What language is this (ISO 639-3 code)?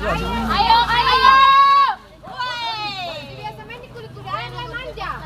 abs